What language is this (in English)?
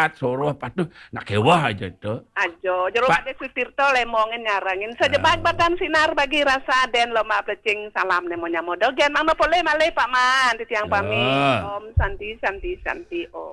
Balinese